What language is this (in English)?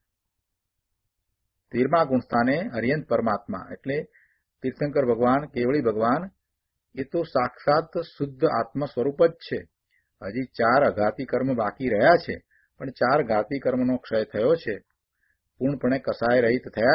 Gujarati